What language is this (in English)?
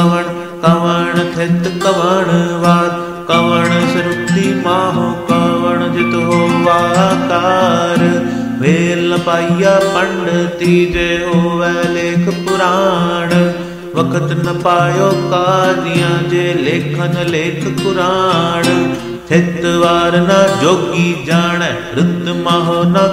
Punjabi